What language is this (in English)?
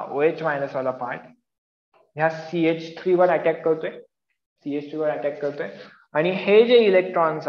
Marathi